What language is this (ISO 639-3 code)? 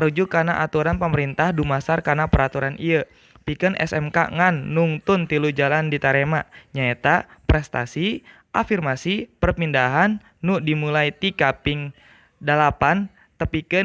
sun